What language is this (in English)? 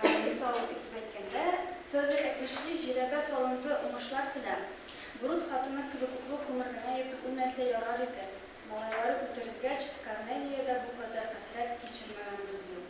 Tatar